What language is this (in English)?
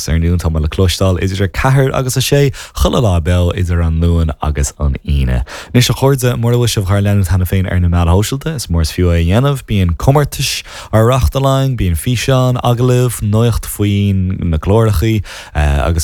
Irish